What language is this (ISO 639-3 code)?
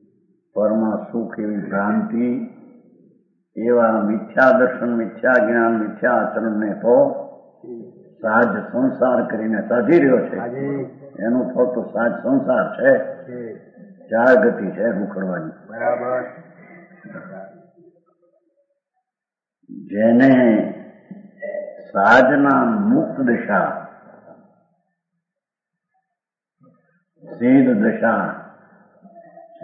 guj